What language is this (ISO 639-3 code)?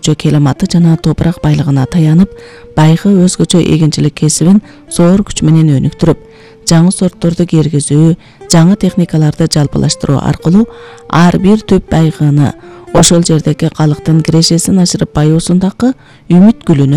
kir